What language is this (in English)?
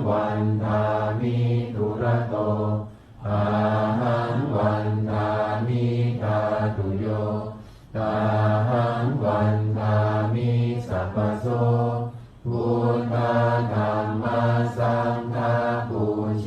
Pali